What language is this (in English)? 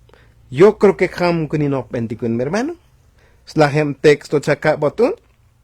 Tzotzil